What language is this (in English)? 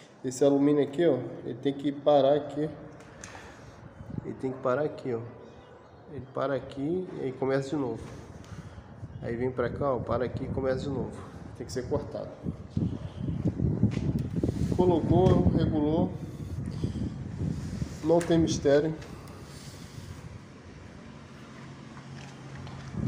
Portuguese